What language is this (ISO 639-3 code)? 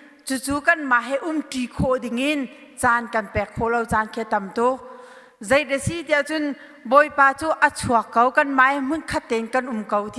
cnh